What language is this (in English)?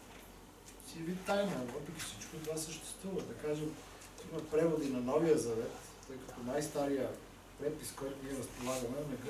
Bulgarian